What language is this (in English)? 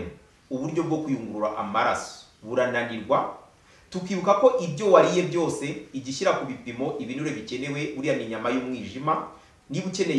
Kinyarwanda